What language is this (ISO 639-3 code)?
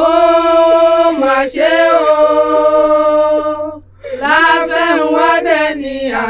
yor